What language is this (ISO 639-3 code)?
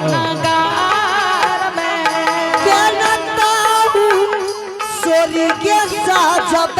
anp